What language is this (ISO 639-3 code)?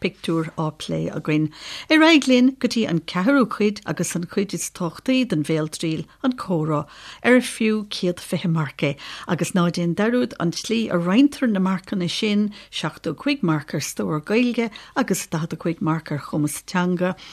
gle